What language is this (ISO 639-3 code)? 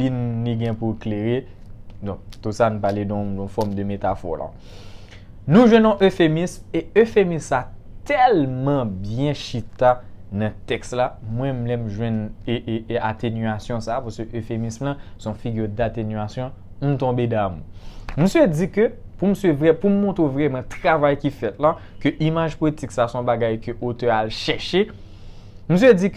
hat